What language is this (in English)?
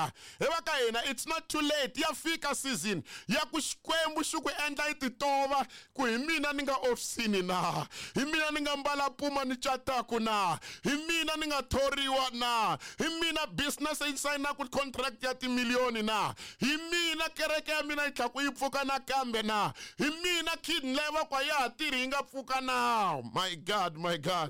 Tsonga